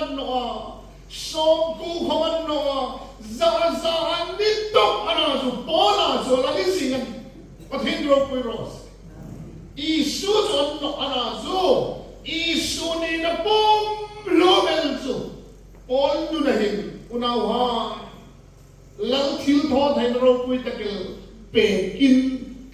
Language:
Hmar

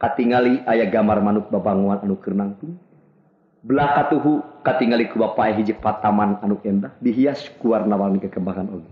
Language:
Sundanese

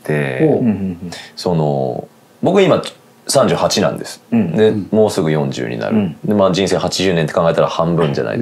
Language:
Japanese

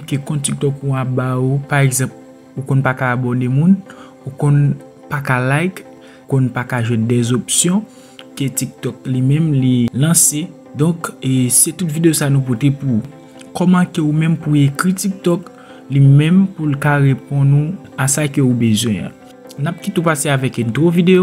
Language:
Haitian Creole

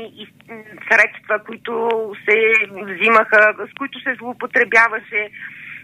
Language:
Bulgarian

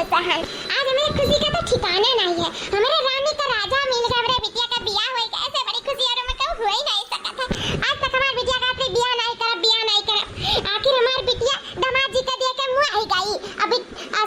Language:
Awadhi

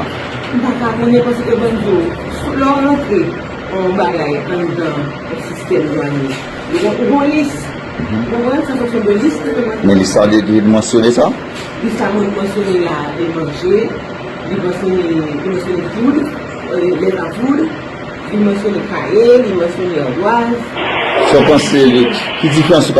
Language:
Haitian Creole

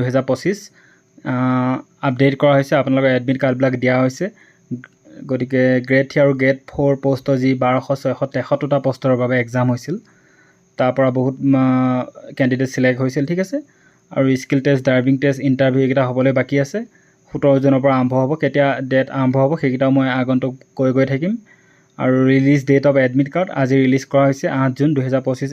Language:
Assamese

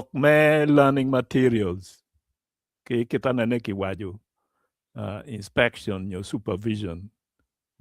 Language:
Acoli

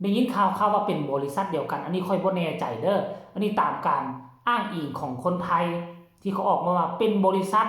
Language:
Lao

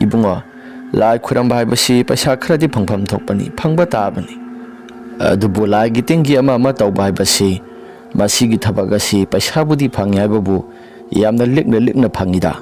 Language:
Manipuri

